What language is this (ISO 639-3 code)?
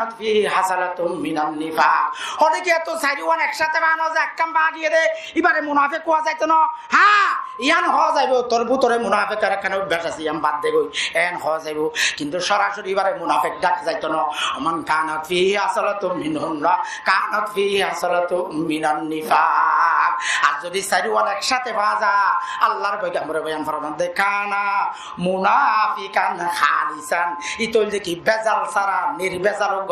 rhg